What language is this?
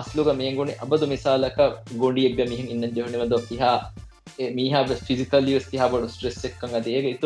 Divehi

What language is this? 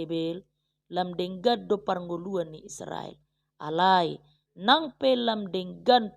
Batak Toba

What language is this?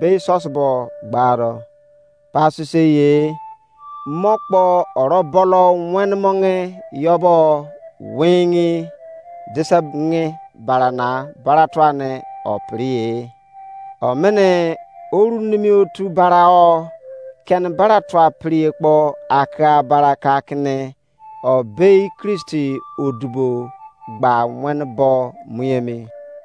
Izon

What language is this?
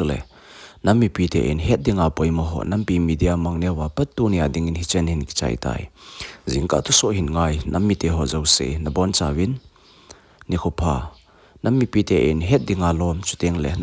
Thado Chin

